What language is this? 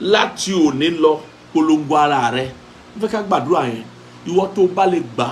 Yoruba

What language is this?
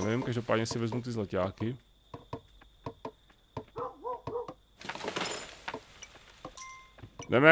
Czech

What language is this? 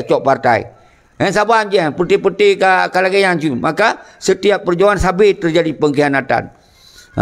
Achinese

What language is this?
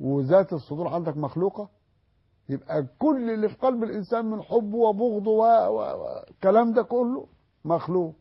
Egyptian Arabic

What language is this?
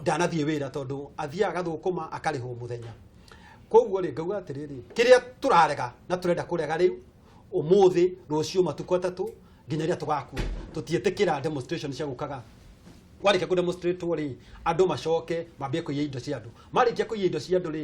Kikuyu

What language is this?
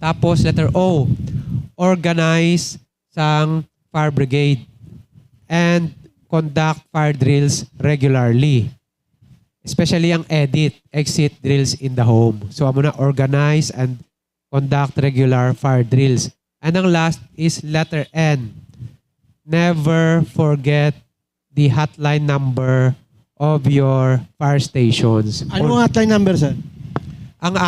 Hiligaynon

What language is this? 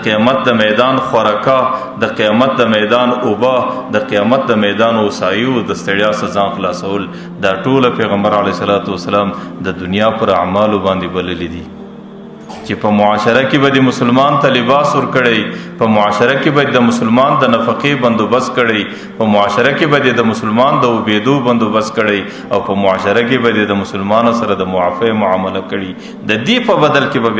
Pashto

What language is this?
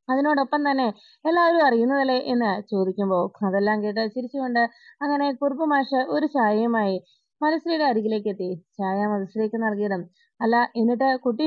Malayalam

